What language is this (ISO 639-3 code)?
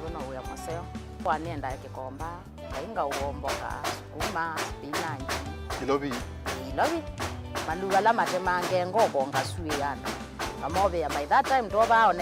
kam